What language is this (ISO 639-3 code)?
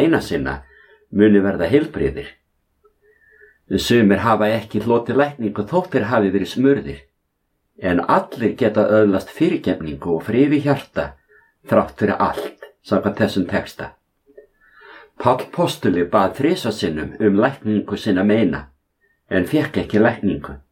isl